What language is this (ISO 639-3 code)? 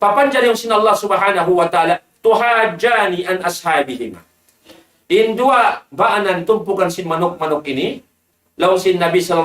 tsg